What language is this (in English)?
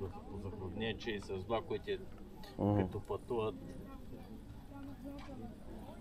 Bulgarian